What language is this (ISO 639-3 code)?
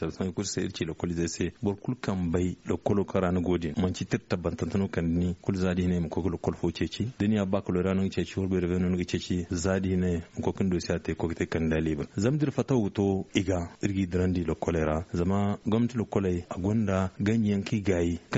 dje